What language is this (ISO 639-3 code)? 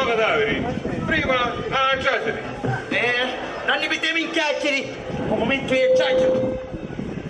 scn